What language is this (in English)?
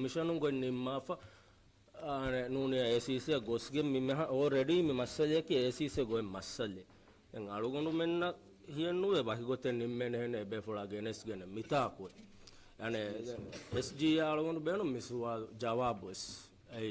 Divehi